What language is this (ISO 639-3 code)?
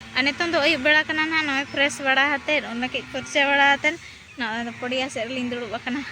sat